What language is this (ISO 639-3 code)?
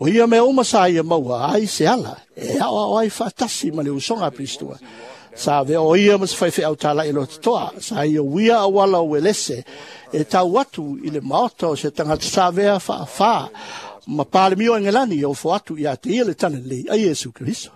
smo